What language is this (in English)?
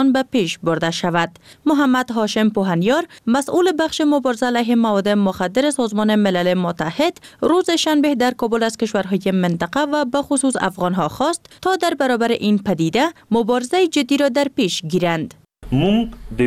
Persian